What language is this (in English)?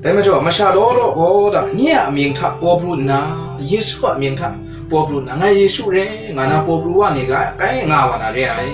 Kachin